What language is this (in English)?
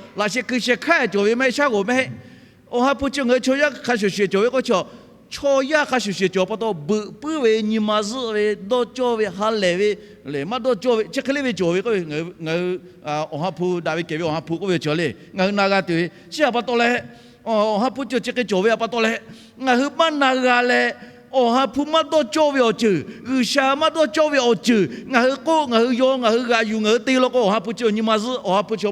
Lahu